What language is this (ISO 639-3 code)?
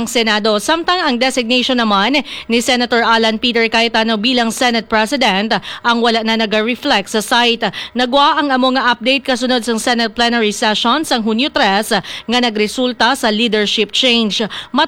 hil